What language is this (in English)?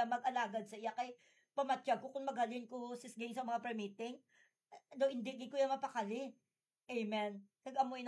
Hiligaynon